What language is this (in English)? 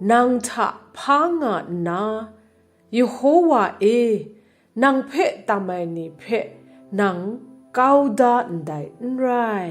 Kachin